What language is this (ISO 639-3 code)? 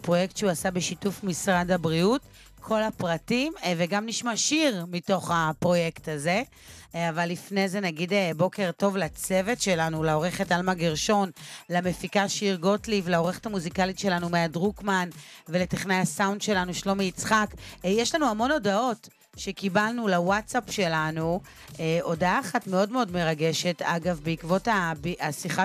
heb